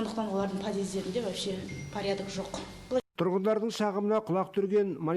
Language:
Kazakh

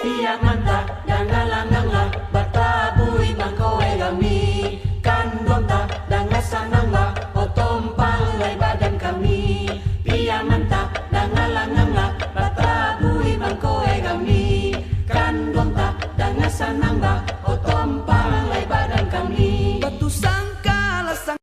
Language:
Minangkabau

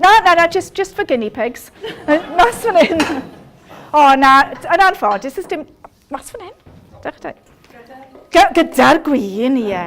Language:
Welsh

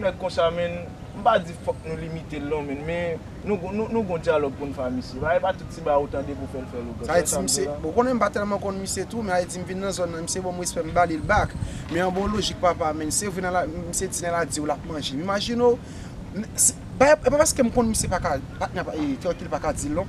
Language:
Haitian Creole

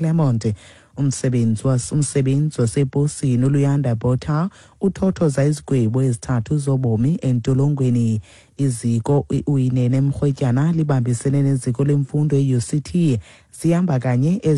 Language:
Xhosa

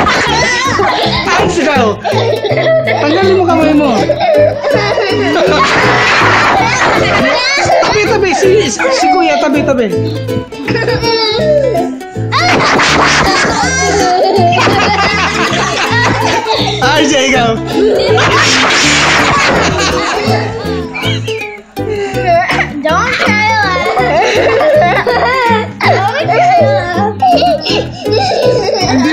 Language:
Filipino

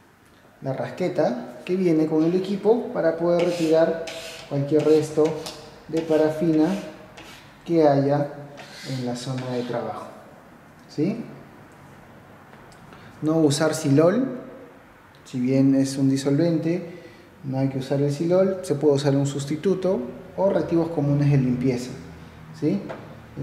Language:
Spanish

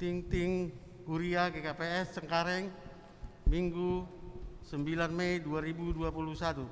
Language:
Batak Simalungun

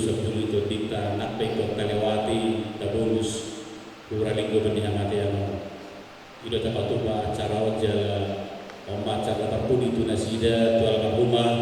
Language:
Batak Toba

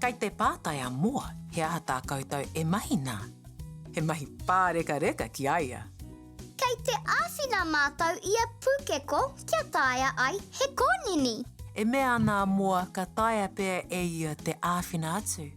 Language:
Māori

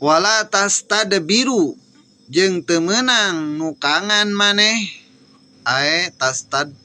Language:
Sundanese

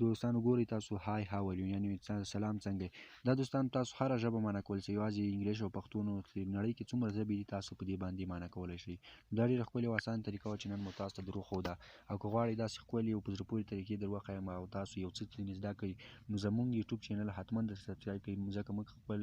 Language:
Pashto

